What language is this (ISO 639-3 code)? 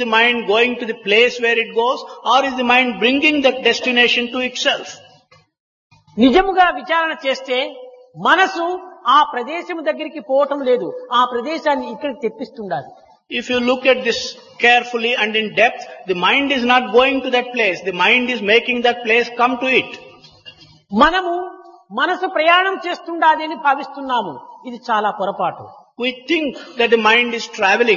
tel